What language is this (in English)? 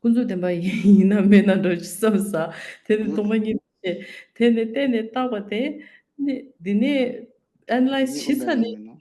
Tibetan